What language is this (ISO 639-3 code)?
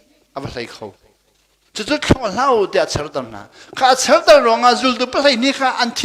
cnh